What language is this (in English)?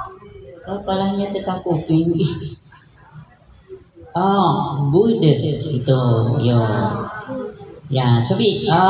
Indonesian